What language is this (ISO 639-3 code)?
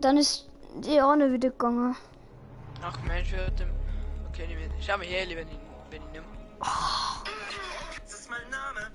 bar